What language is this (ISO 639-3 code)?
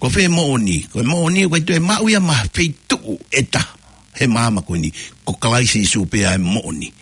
ton